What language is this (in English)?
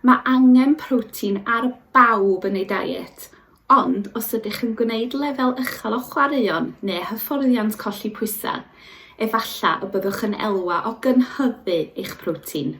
Welsh